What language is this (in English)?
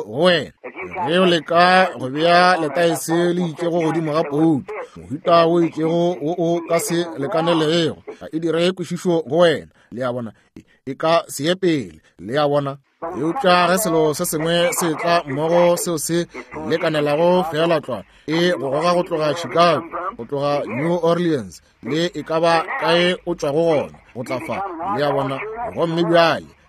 Northern Sotho